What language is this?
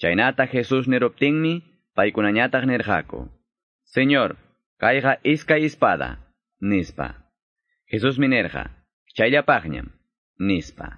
Quechua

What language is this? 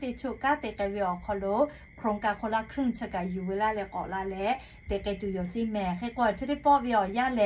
Lahu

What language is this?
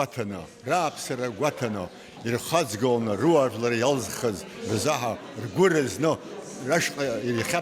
Abkhazian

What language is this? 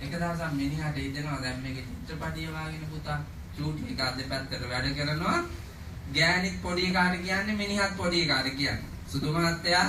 Sinhala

